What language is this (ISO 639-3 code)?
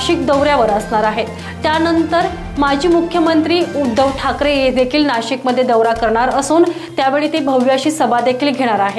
mar